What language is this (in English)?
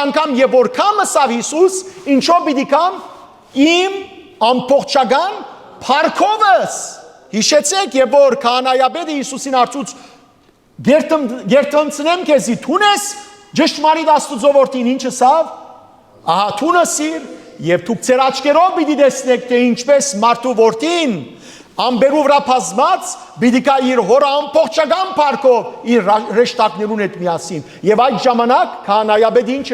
Western Armenian